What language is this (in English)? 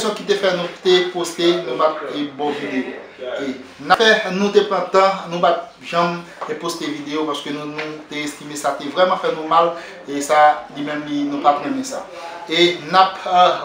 Haitian Creole